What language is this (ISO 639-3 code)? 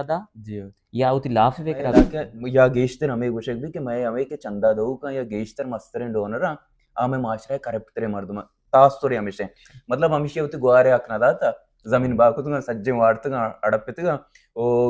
bal